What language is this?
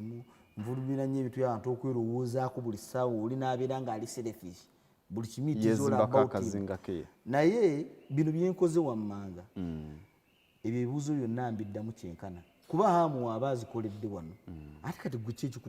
Ganda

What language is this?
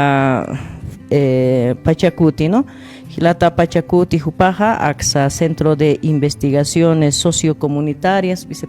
Aymara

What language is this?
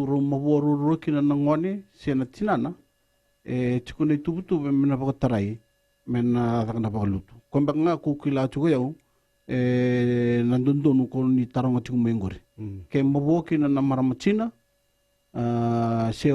Fijian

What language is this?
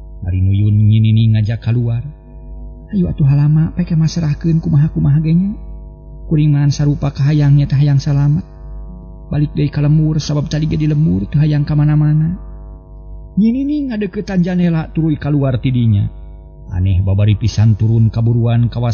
Sundanese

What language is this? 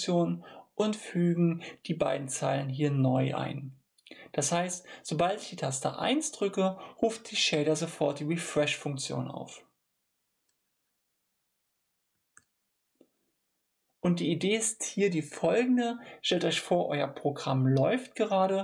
German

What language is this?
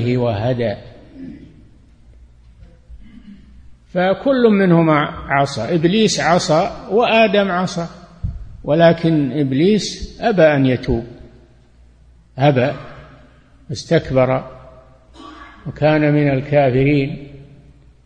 Arabic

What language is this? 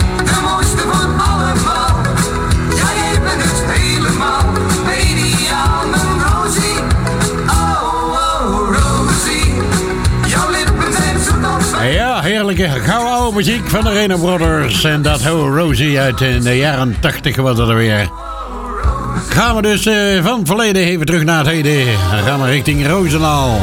Dutch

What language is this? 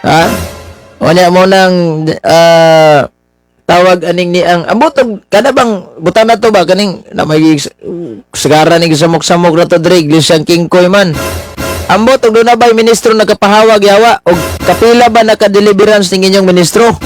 Cebuano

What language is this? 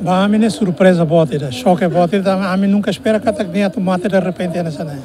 Tetum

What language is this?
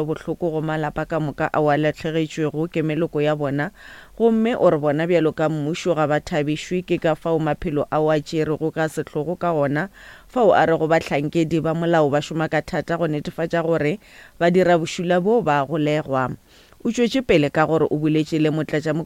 Northern Sotho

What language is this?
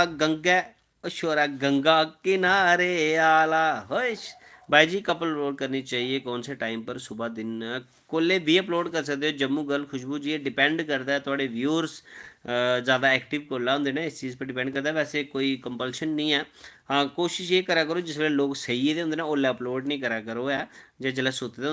Dogri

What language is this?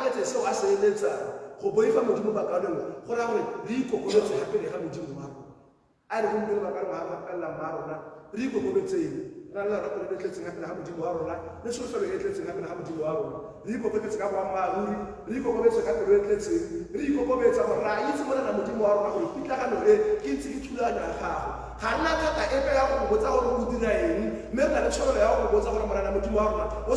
Tswana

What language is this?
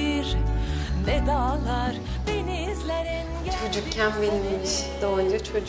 Turkish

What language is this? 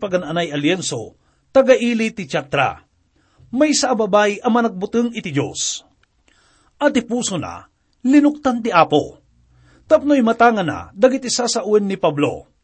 Iloko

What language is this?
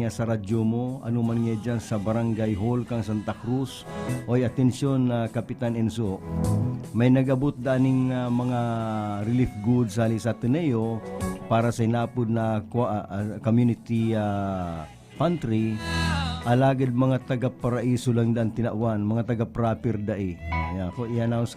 Bikol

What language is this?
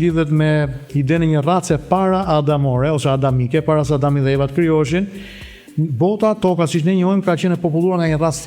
Albanian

